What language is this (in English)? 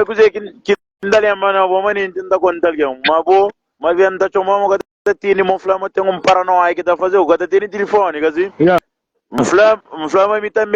Kabuverdianu